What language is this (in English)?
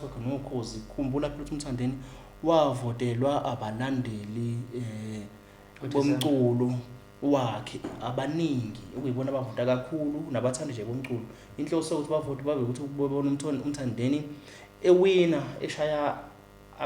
Zulu